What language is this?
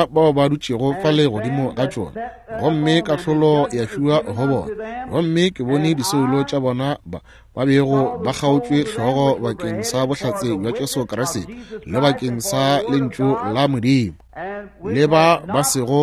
Northern Sotho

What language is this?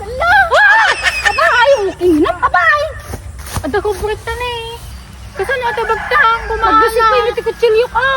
Iloko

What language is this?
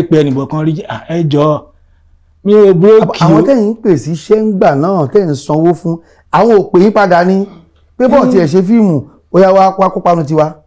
Yoruba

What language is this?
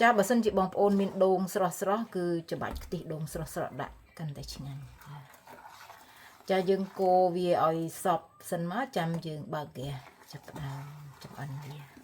Khmer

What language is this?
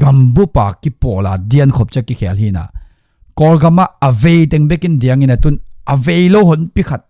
Tedim Chin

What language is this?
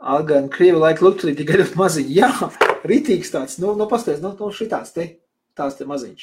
Latvian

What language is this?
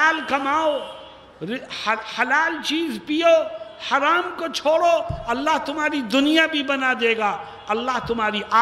Urdu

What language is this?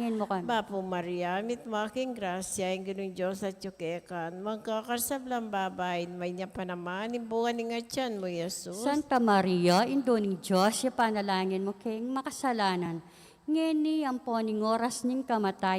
Pampanga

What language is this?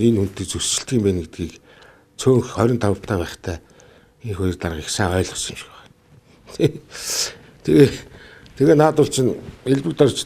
Mongolian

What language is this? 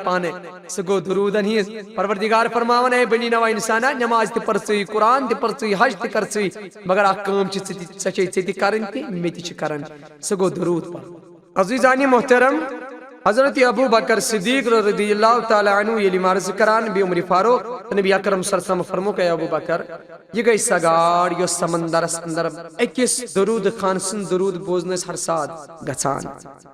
Kashmiri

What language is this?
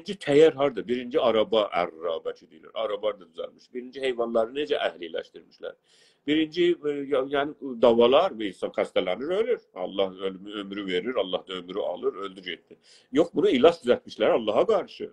South Azerbaijani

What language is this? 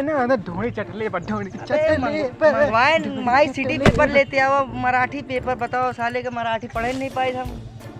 Awadhi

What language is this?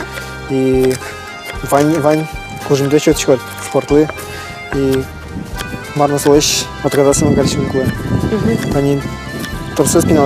Udmurt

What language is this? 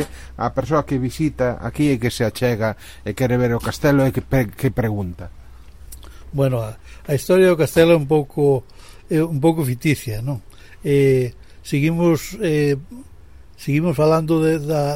Galician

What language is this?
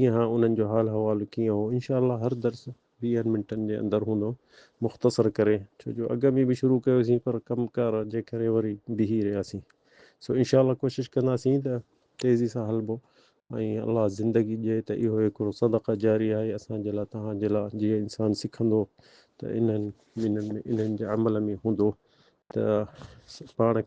Sindhi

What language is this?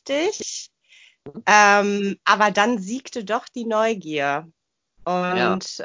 German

